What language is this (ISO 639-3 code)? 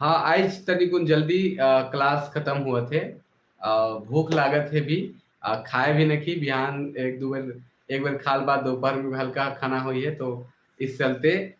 sck